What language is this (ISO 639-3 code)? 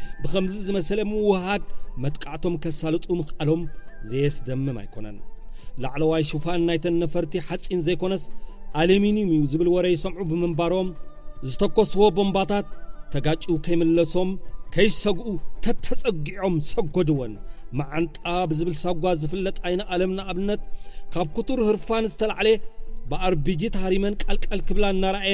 tir